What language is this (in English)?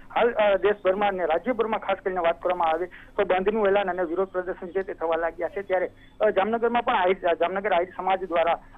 Gujarati